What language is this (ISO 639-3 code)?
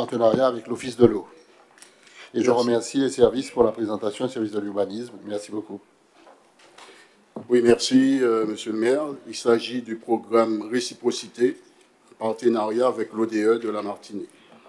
fra